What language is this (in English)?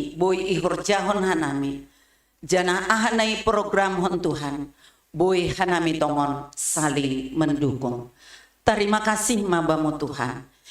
Batak Simalungun